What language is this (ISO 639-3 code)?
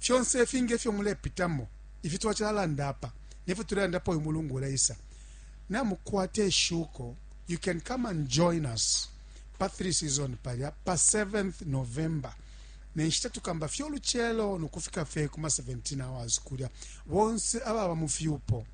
bem